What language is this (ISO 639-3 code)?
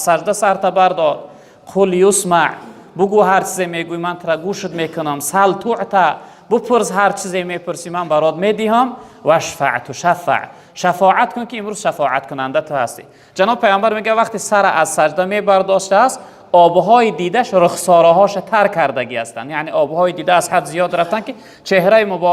tgk